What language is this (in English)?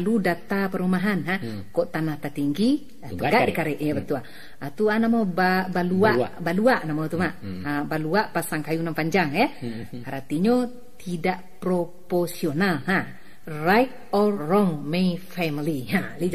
Minangkabau